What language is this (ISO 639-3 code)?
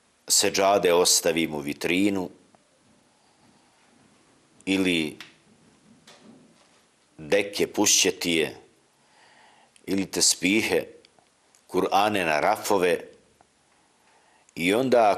bos